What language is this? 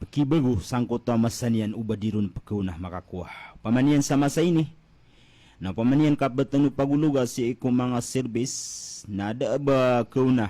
Maranao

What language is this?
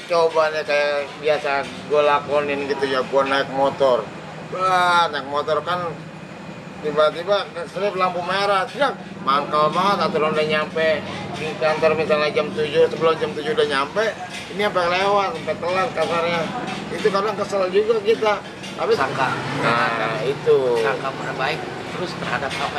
Betawi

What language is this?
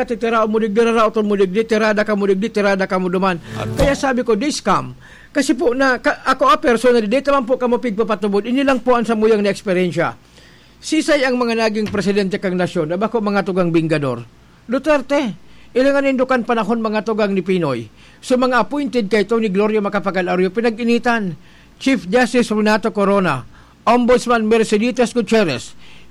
Bikol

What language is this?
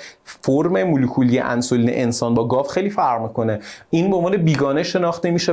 Persian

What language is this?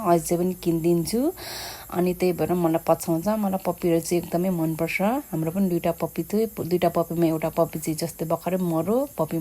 Nepali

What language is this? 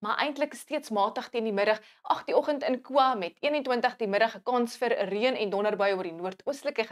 Afrikaans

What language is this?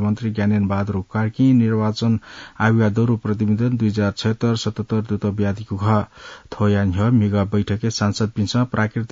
Newari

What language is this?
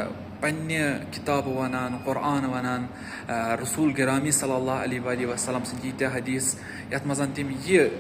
Kashmiri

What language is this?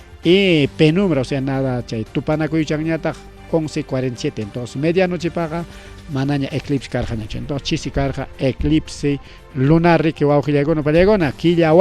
Ayacucho Quechua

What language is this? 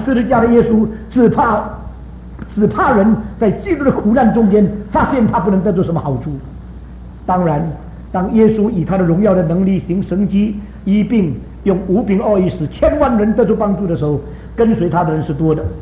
Chinese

